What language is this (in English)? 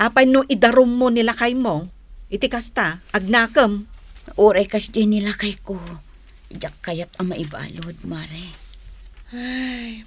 Iloko